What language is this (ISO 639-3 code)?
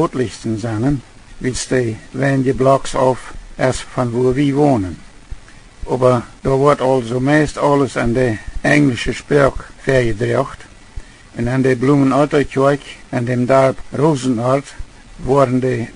pdt